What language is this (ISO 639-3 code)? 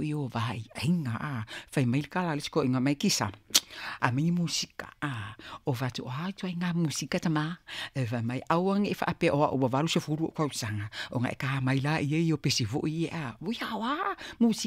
smo